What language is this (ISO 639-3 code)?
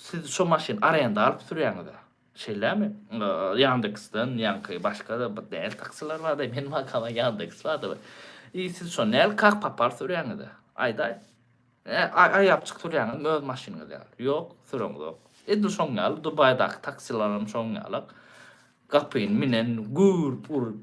tuk